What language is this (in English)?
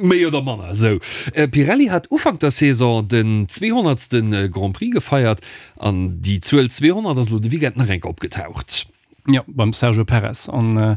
Luxembourgish